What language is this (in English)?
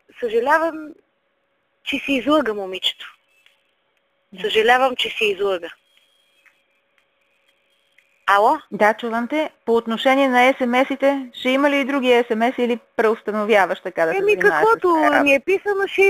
Bulgarian